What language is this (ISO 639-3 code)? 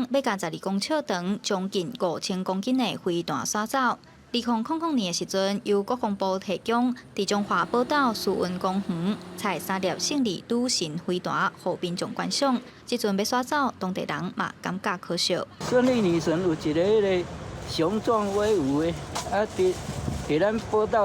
nan